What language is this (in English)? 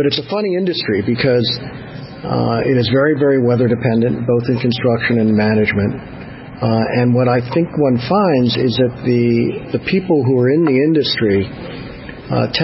English